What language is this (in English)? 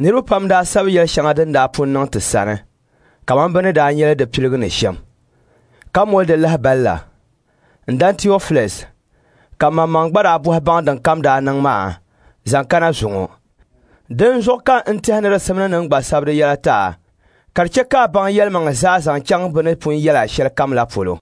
Dagbani